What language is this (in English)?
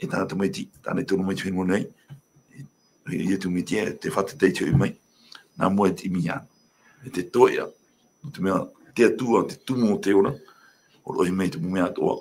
Tahitian